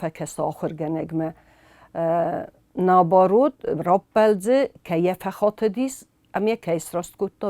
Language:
Ossetic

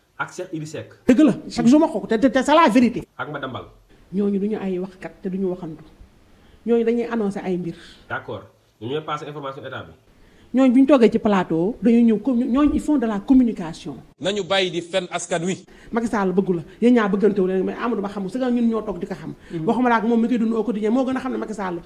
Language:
Wolof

